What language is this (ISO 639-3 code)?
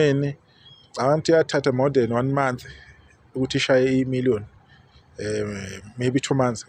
zul